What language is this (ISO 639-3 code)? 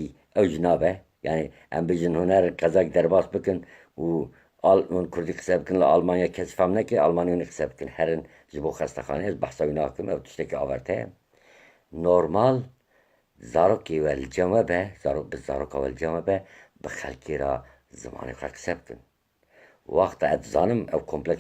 kur